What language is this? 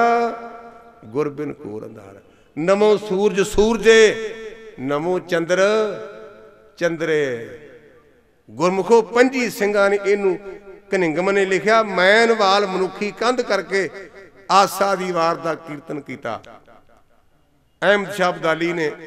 Punjabi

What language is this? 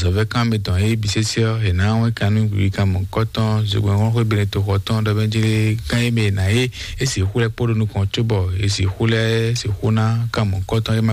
Fon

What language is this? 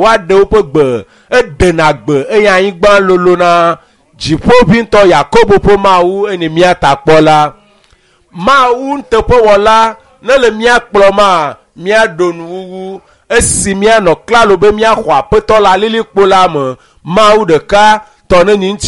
Ewe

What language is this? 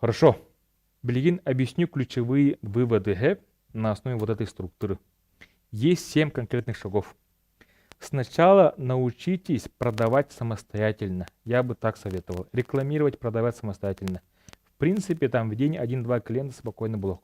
Yakut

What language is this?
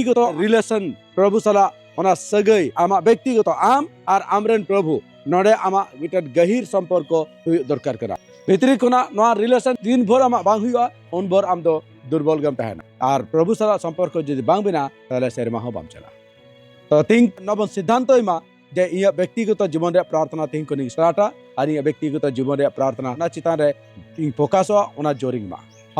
Santali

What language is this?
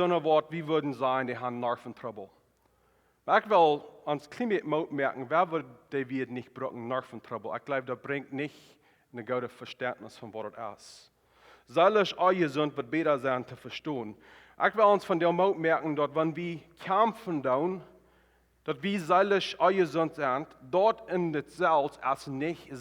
Plautdietsch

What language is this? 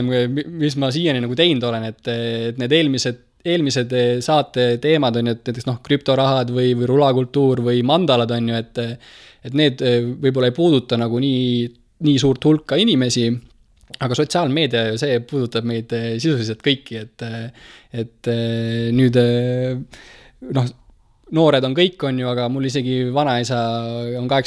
Estonian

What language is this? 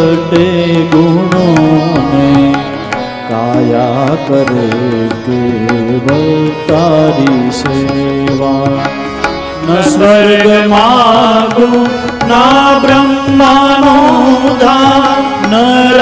Gujarati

